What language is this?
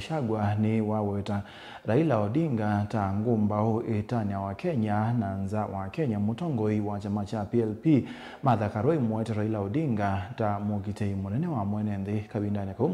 Kamba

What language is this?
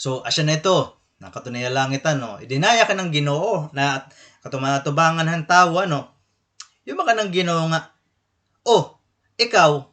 Waray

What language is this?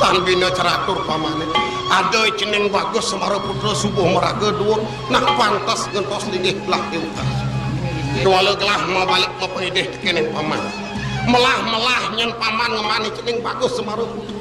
Balinese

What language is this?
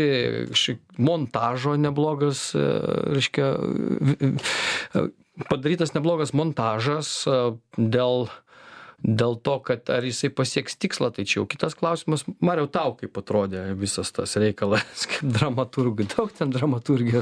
Lithuanian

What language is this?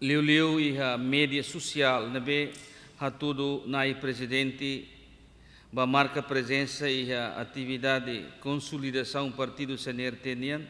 Tetum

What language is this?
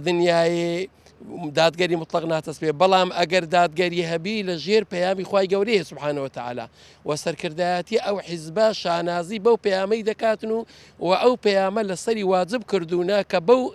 Central Kurdish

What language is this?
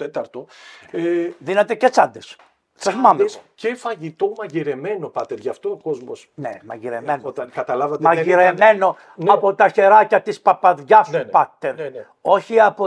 Greek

